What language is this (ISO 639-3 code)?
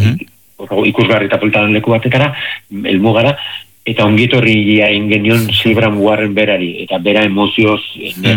eus